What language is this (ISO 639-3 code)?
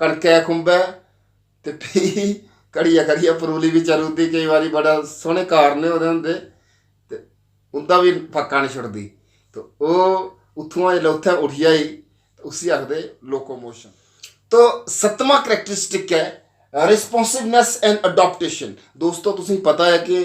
doi